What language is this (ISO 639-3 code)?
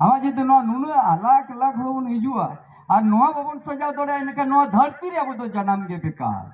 sat